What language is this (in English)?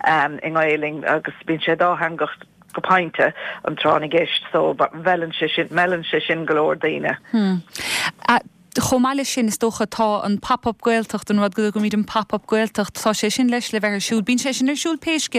Irish